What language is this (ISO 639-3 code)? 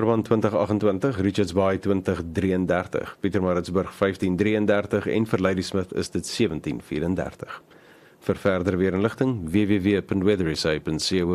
afr